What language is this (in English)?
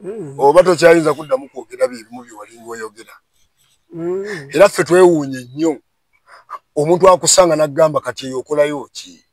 Ganda